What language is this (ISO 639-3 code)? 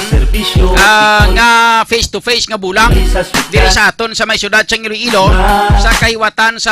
hil